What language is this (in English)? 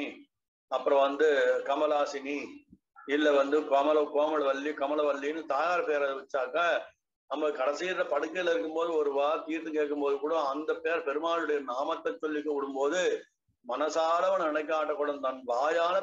Tamil